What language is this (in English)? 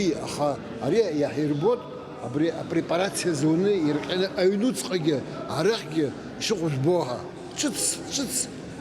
Abkhazian